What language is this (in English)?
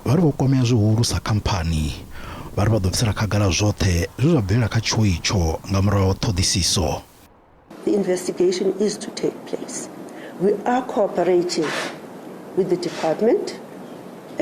Venda